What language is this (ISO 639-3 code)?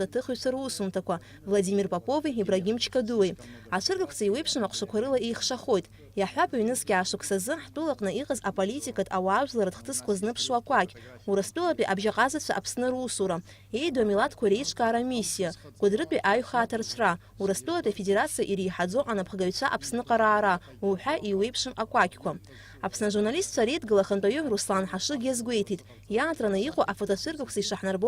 abk